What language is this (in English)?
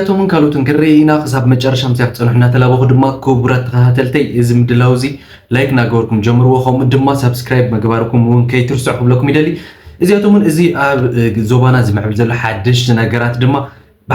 Tigrinya